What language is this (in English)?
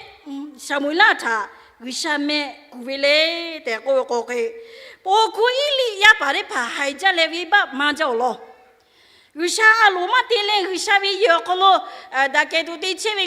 Lahu